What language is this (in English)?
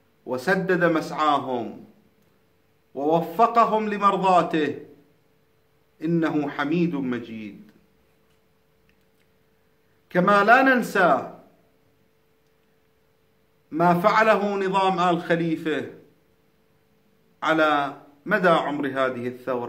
Arabic